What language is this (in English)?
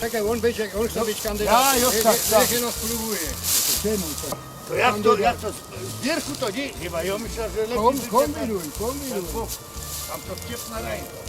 Silesian